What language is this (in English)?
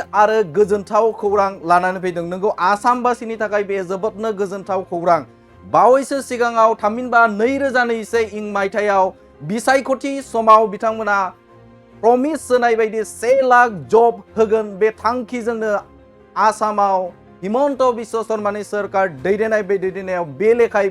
Bodo